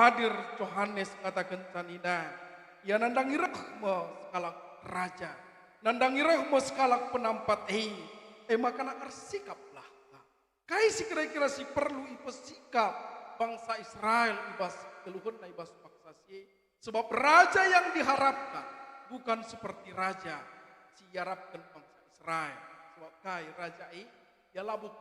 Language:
Batak Karo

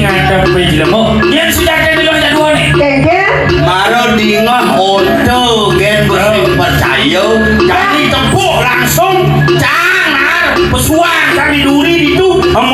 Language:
Balinese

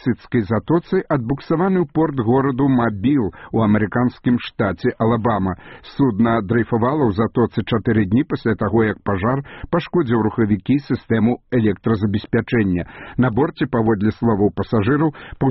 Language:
Belarusian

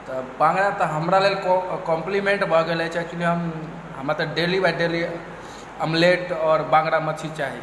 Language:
Maithili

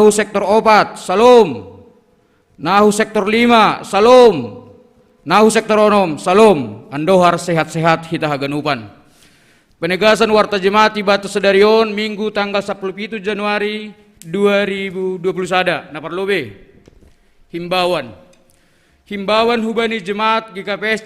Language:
Batak Simalungun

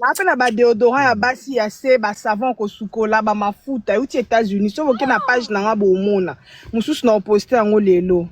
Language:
Lingala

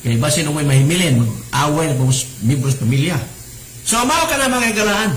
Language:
Cebuano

